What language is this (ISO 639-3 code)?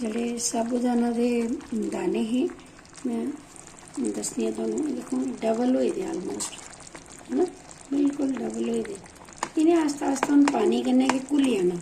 doi